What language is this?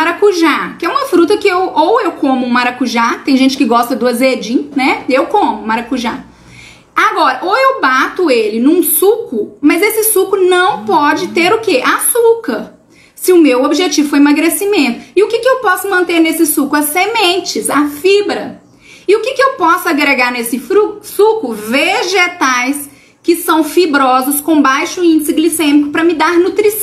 Portuguese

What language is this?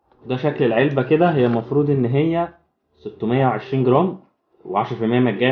Egyptian Arabic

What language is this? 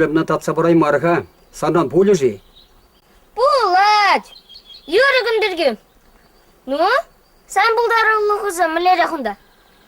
Chuvash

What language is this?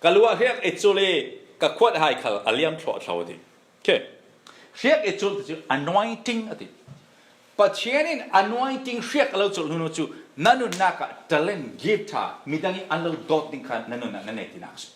Falam Chin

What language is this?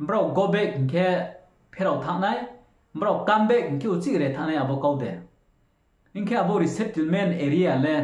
Riang (India)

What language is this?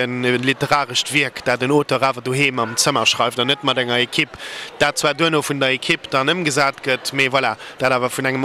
Luxembourgish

